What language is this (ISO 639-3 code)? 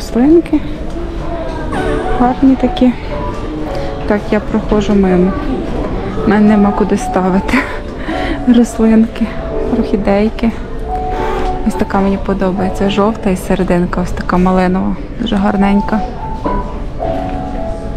ukr